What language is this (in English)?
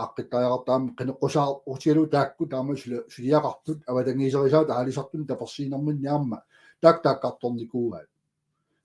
Kalaallisut